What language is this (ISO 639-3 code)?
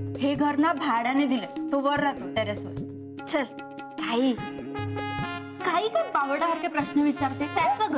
mar